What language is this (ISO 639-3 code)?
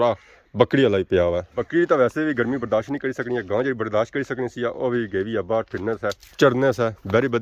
phr